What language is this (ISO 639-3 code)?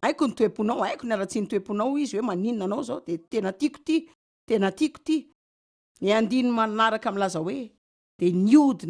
mlg